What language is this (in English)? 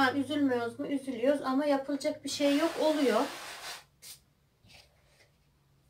Turkish